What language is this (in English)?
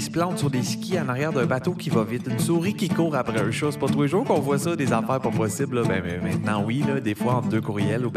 French